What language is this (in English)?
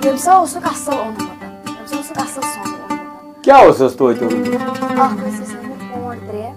Kashmiri